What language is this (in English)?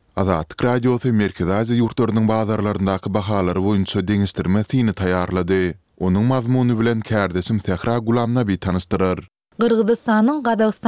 Turkmen